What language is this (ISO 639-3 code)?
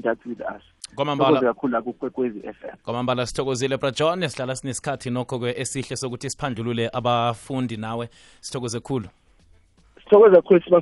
nbl